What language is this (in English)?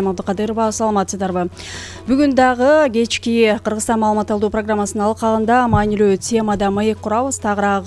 Kyrgyz